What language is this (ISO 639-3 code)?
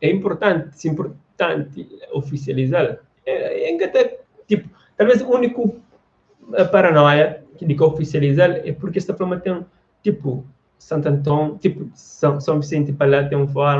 kea